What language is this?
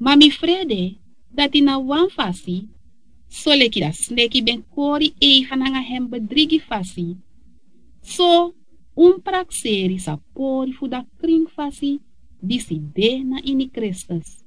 Sranan Tongo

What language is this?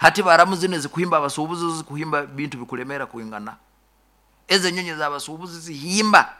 Nyankole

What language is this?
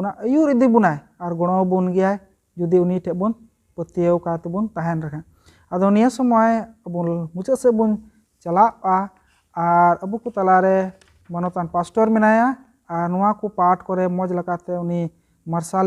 Santali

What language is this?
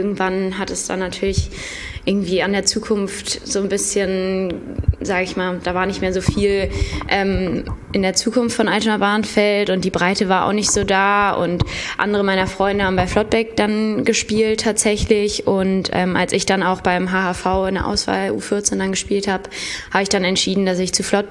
German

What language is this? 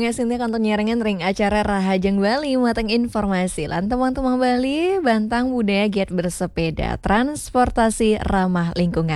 Balinese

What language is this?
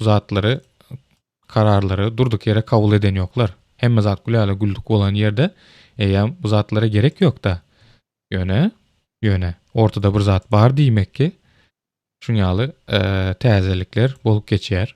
Turkmen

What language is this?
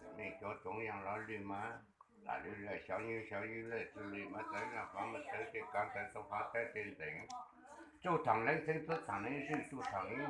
Hmong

